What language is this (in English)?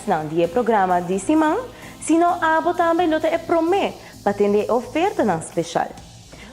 Papiamento